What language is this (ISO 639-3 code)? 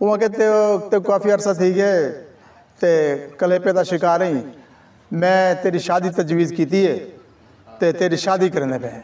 skr